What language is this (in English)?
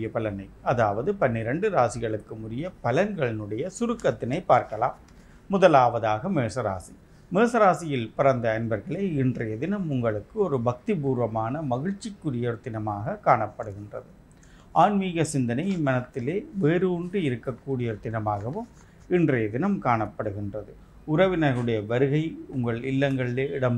Tamil